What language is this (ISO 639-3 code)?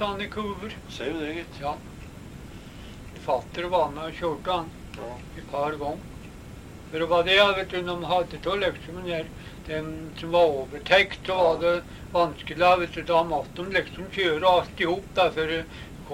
nor